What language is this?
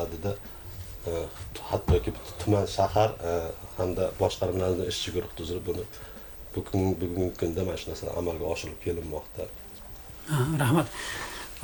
Uzbek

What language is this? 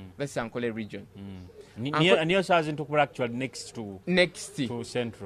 Nyoro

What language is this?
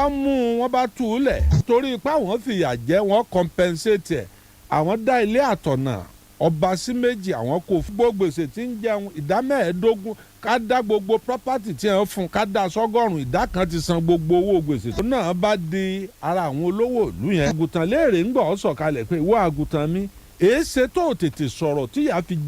Yoruba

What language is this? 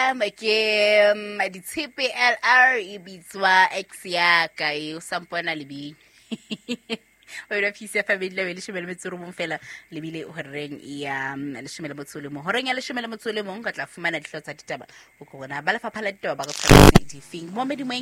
Southern Sotho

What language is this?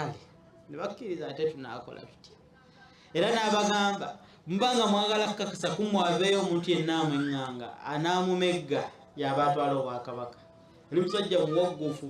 Ganda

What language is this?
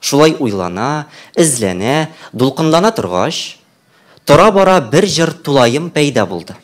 Tatar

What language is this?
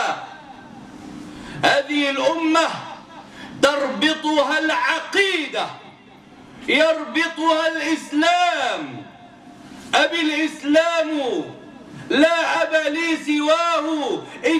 Arabic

